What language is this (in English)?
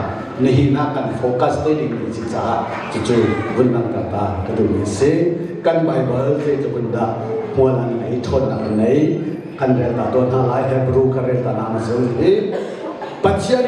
Hakha Chin